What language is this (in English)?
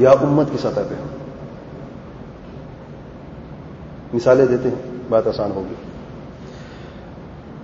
Urdu